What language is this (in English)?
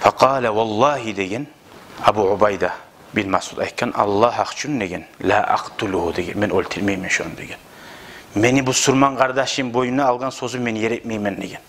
Kumyk